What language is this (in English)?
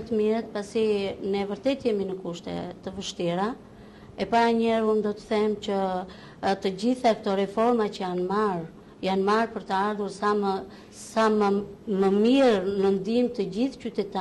Albanian